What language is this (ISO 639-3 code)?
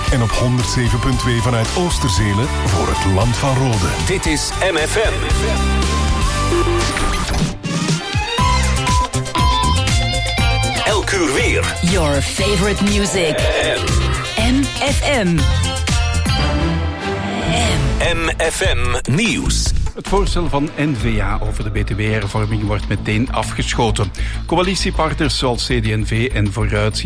nld